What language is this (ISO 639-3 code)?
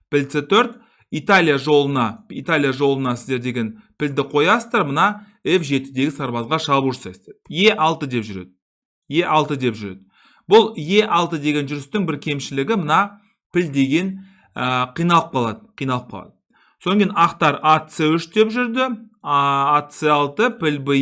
kaz